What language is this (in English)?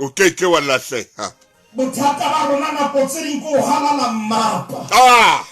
Southern Sotho